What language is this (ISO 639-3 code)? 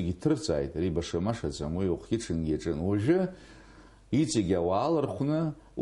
abk